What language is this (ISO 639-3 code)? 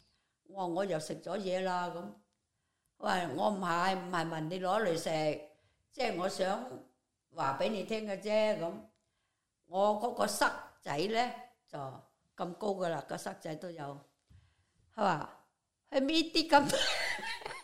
yue